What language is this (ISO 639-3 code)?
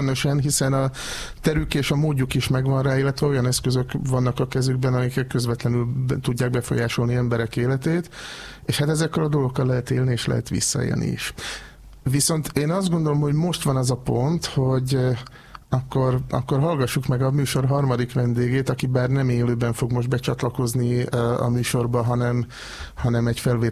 hun